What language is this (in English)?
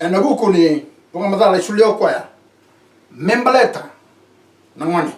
Fijian